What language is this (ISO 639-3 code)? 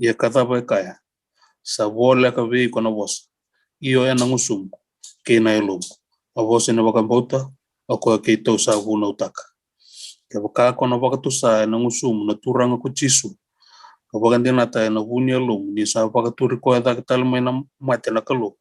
fij